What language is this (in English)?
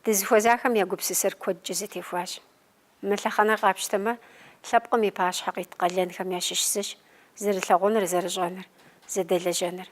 Kabardian